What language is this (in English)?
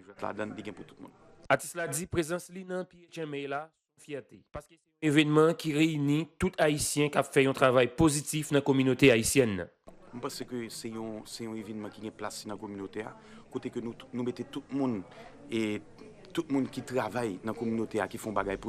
Haitian Creole